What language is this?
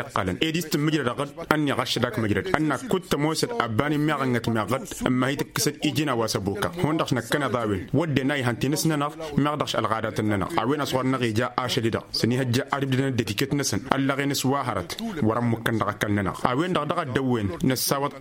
Tamasheq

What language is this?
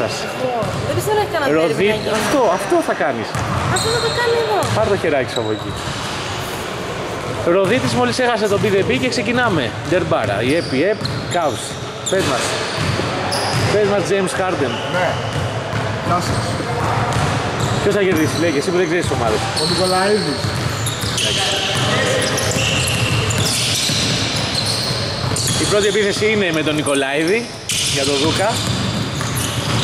Greek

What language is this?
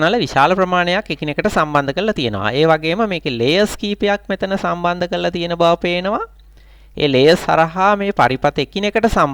Sinhala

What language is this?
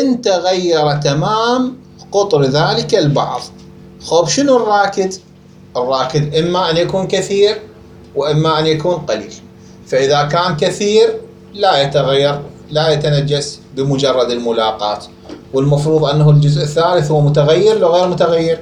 Mesopotamian Arabic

